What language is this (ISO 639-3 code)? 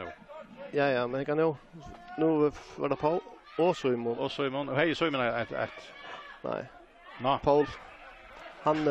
fao